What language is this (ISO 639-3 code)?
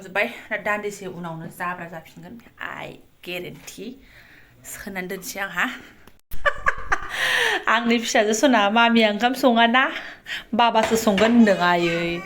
brx